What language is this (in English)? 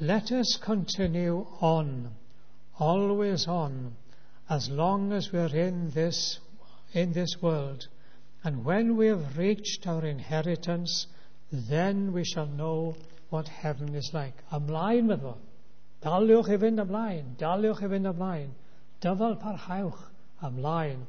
Welsh